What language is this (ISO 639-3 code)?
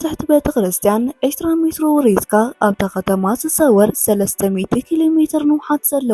tir